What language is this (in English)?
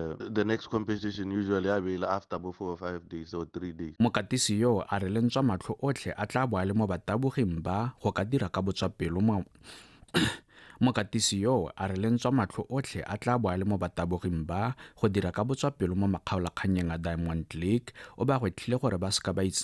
Tswana